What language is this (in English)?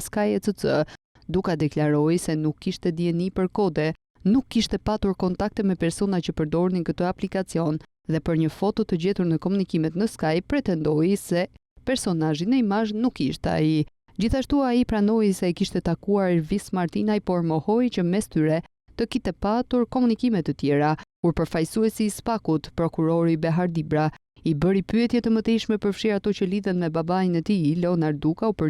Albanian